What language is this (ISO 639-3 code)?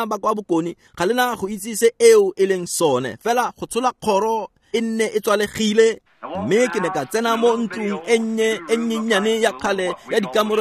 tsn